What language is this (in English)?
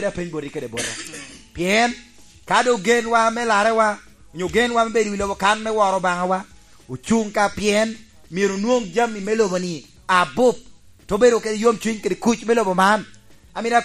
Lango (Uganda)